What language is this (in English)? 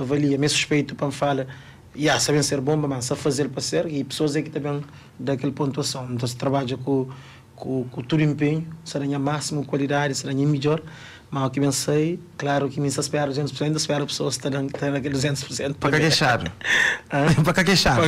Kabuverdianu